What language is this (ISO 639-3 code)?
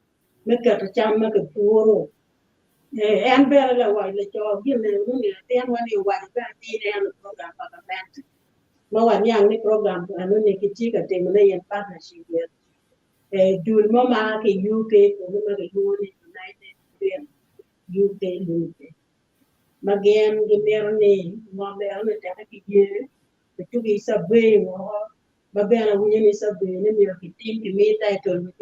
ach